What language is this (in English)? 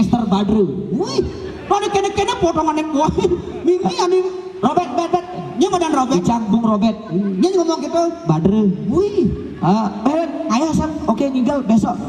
Balinese